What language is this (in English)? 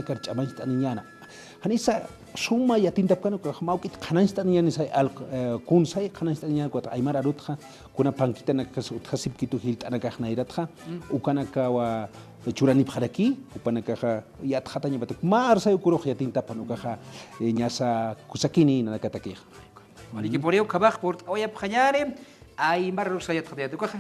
Aymara